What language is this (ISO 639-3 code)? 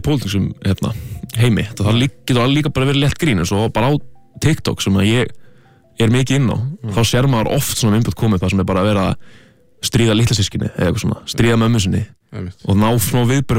isl